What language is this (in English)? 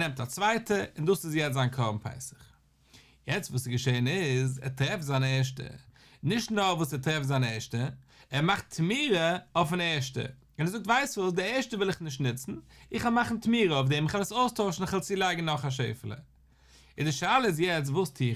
Yiddish